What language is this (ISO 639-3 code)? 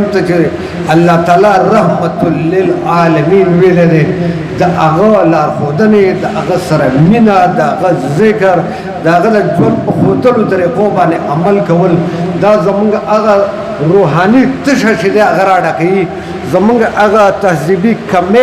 pus